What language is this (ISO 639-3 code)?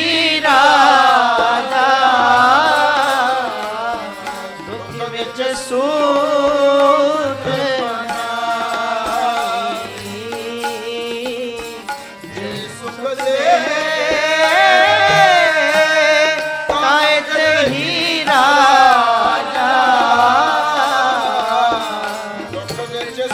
pan